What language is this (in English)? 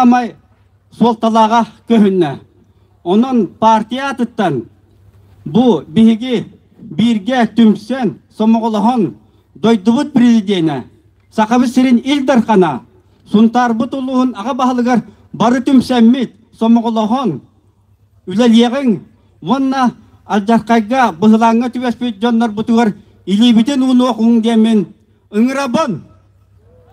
Yakut